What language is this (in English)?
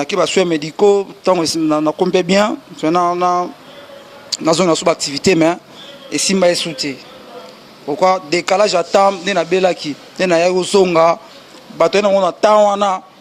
Lingala